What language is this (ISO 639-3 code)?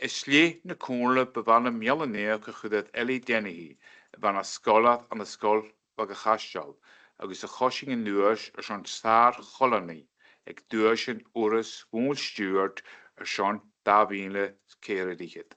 gla